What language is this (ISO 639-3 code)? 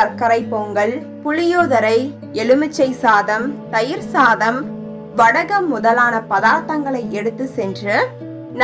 tam